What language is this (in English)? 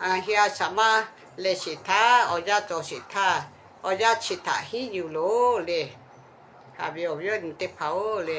Lahu